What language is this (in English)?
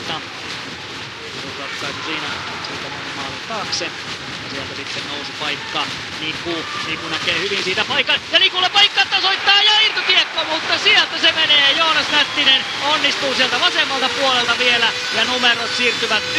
Finnish